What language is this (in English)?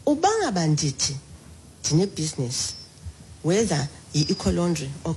Xhosa